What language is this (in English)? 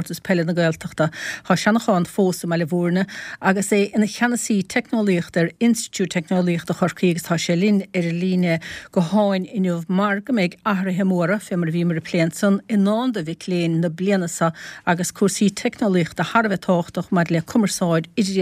Irish